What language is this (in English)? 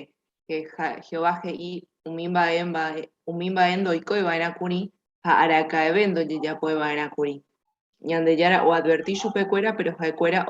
Guarani